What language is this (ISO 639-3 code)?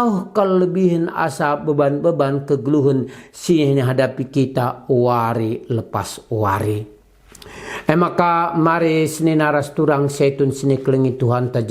btx